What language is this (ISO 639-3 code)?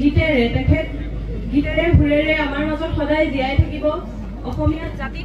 asm